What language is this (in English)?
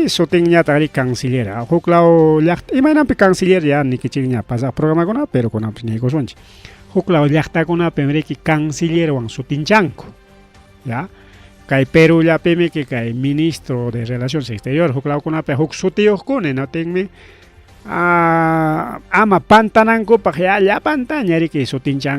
Ayacucho Quechua